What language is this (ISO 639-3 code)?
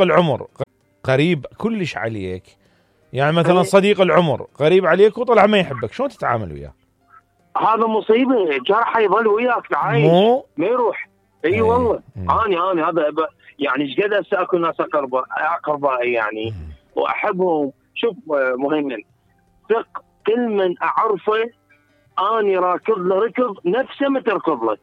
acm